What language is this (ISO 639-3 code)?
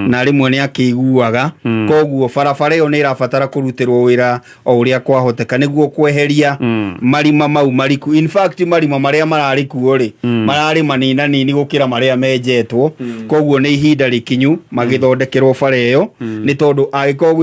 kik